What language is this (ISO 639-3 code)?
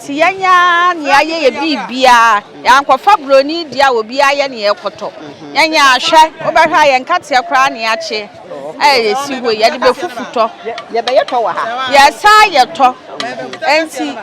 aka